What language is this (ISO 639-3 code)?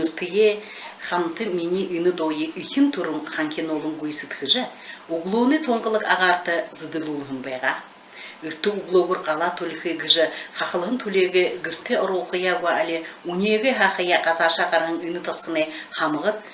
bua